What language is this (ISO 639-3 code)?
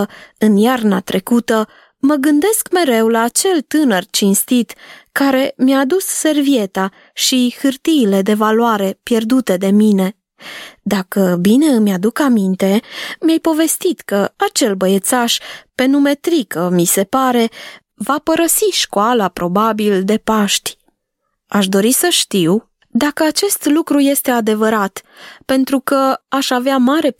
ron